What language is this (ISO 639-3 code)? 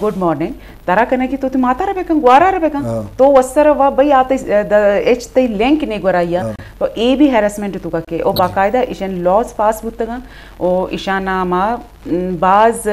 bgp